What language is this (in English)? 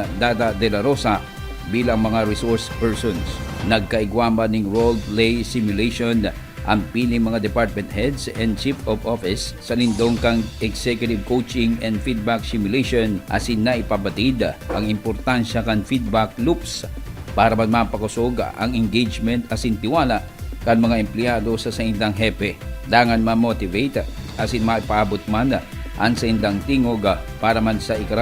Bikol